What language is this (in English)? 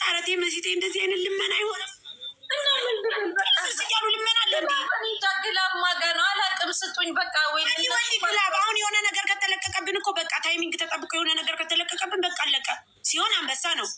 Amharic